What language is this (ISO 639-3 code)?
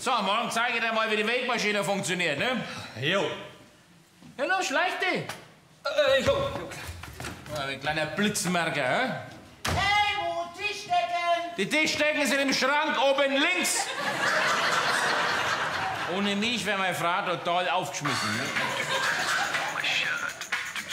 deu